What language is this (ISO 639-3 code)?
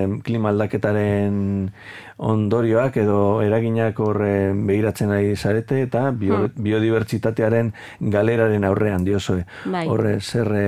eus